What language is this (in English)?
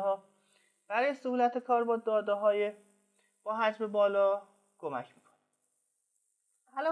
Persian